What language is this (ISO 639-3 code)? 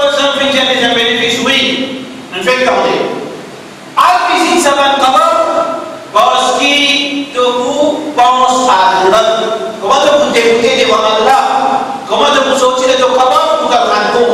mfe